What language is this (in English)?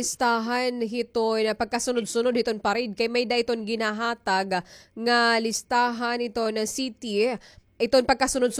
Waray